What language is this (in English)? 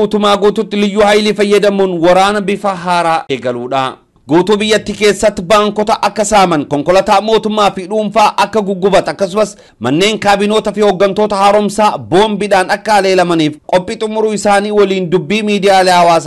Oromo